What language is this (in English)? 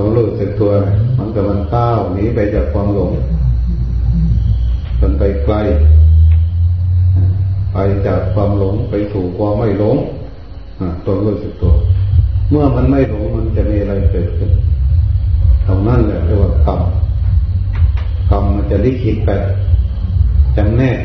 Thai